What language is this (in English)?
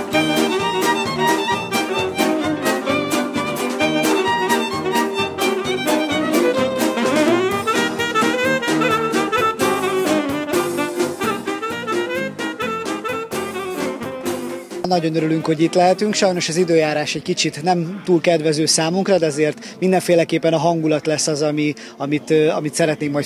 Hungarian